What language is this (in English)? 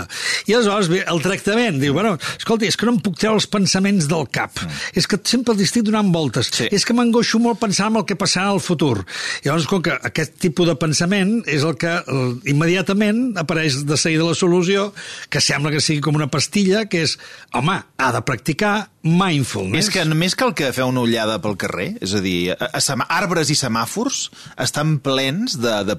Catalan